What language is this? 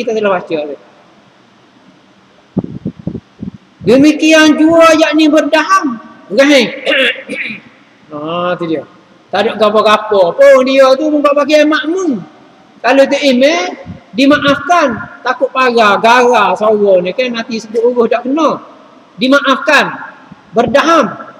Malay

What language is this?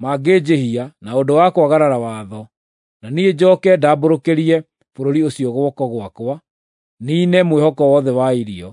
Kikuyu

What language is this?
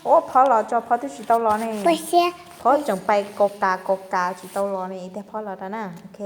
Hmong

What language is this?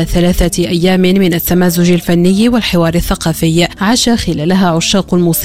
Arabic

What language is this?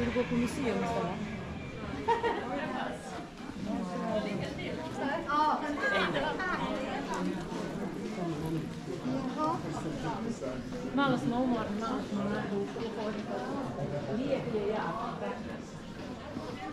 Croatian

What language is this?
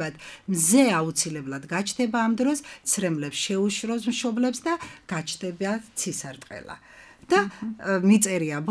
Georgian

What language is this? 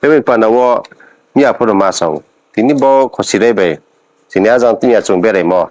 Riang (India)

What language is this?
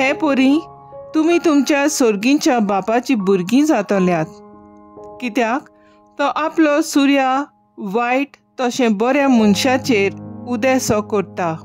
Konkani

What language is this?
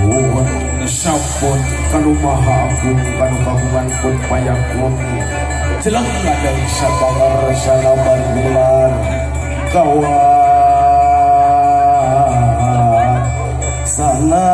Sundanese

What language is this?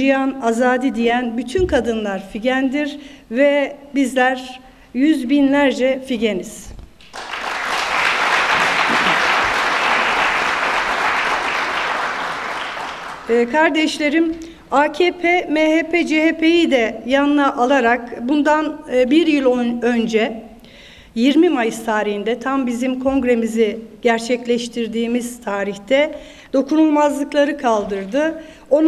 Turkish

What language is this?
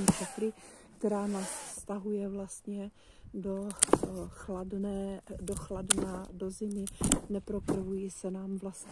Czech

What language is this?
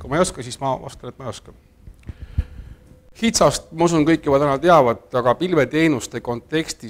Estonian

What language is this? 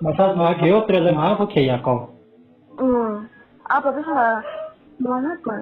Riang (India)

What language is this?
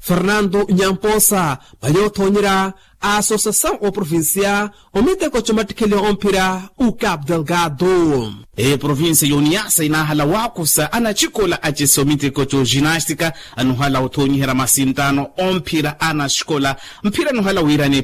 Makhuwa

